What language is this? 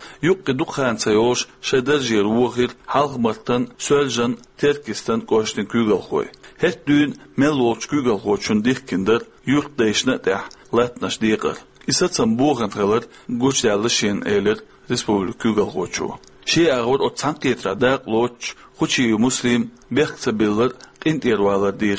Chechen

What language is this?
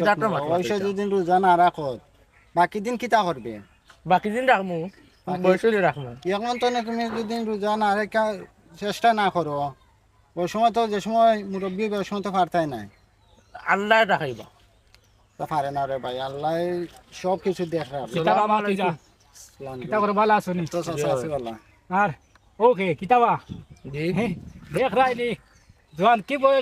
Sylheti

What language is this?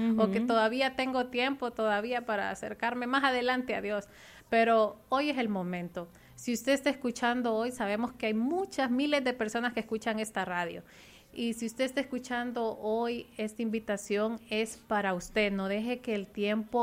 Spanish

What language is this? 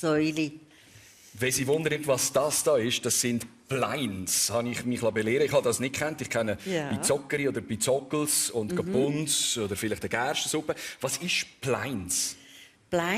Swiss German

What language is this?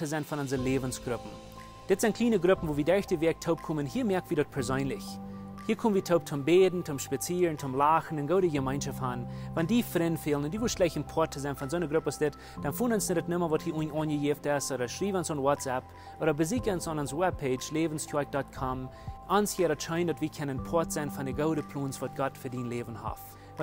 Plautdietsch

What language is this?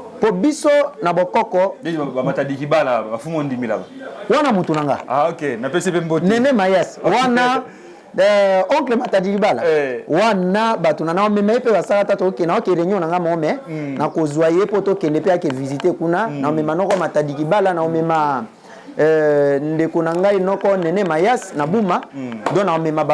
Lingala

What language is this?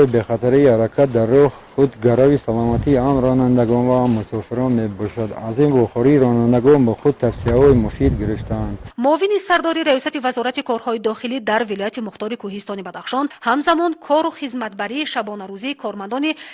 Tajik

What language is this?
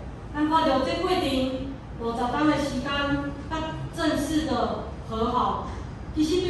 Min Nan Chinese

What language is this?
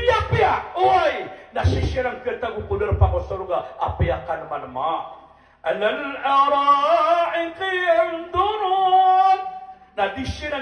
Maranao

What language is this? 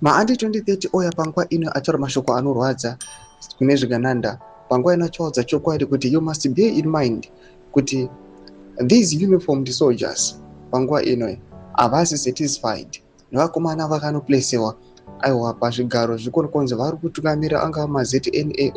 Shona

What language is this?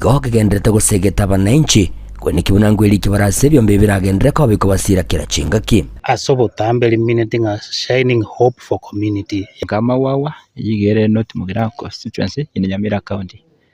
Gusii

